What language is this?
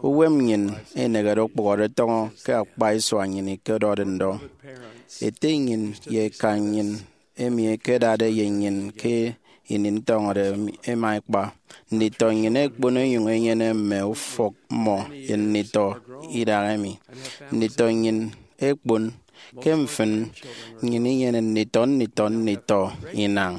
Efik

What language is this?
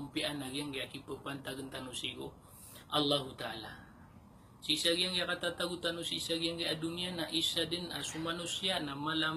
Maranao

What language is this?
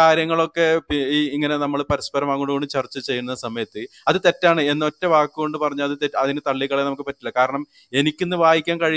Malayalam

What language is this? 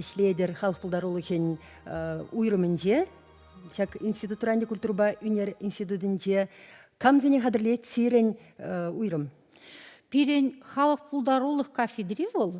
Chuvash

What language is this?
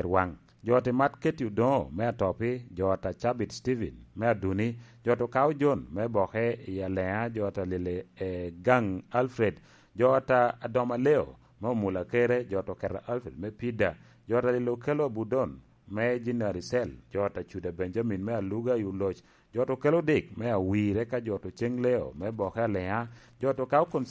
Lango (Uganda)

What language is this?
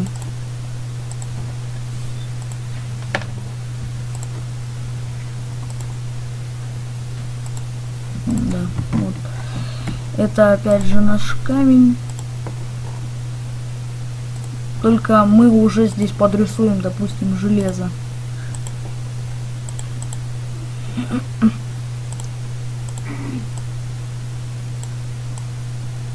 Russian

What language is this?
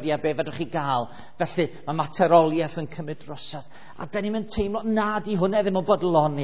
Welsh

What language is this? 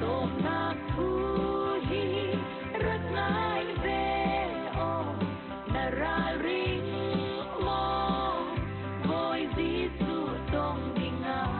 Falam Chin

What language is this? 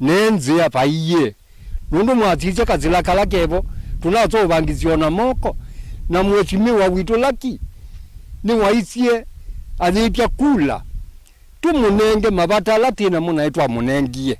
Kamba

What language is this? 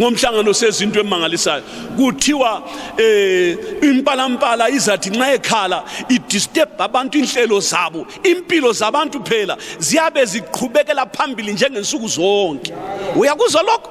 North Ndebele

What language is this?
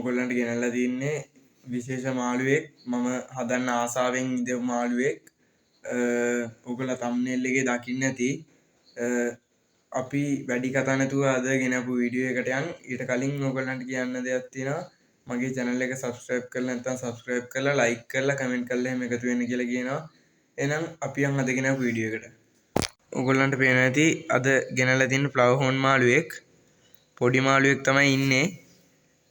Sinhala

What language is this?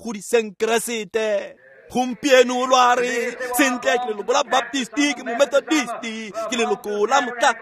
Tswana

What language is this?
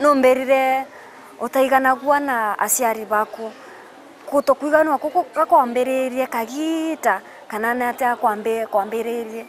Meru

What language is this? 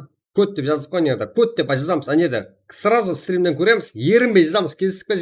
Kara-Kalpak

